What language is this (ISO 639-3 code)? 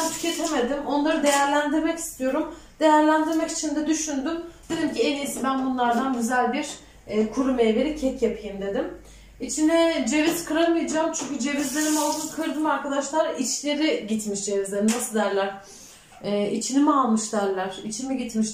tur